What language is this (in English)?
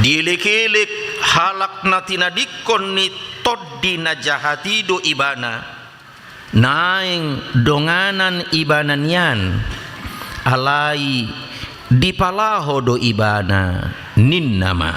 Batak Toba